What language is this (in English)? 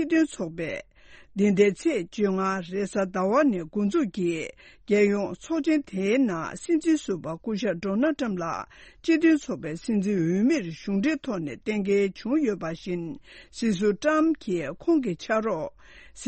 Tibetan